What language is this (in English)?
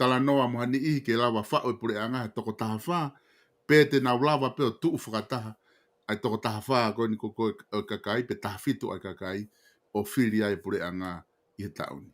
Tongan